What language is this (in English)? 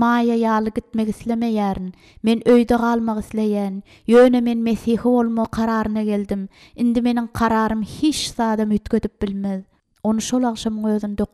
Turkmen